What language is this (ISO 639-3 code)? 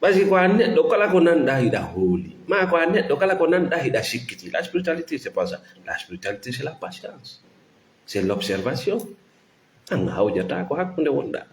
ful